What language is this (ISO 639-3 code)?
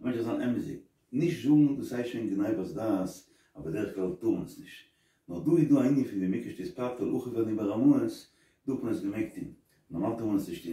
yid